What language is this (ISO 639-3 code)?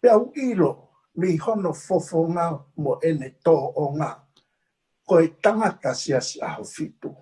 ton